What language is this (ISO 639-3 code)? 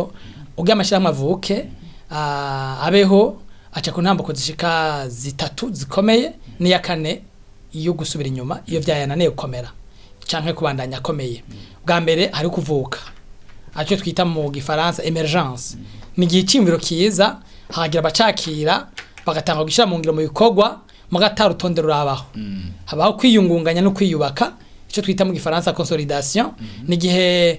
run